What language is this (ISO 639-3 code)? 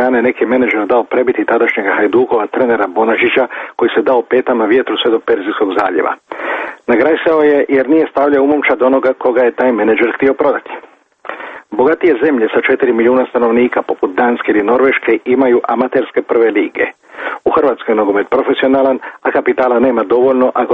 hrv